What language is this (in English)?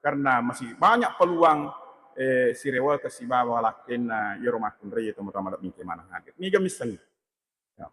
Buginese